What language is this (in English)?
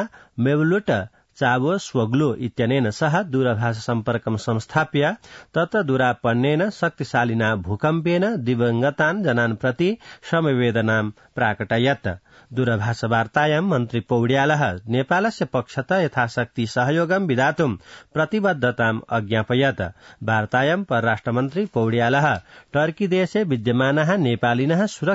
Sanskrit